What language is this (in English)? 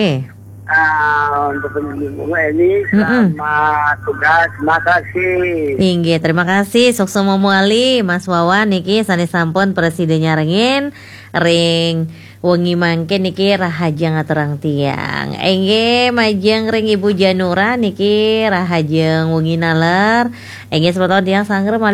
Balinese